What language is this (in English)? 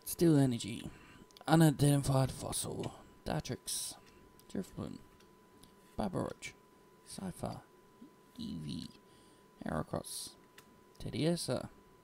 English